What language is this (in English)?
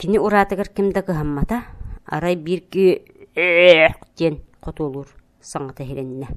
Yakut